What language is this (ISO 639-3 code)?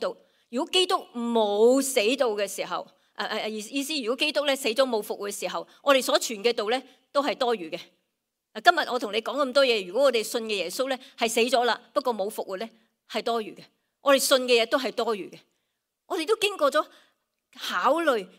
yue